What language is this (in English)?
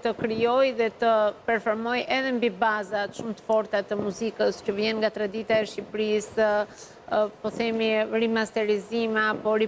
Albanian